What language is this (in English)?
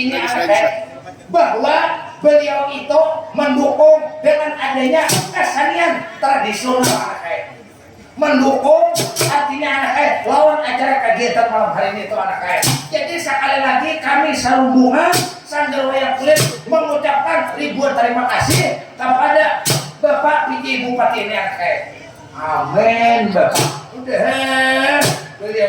Banjar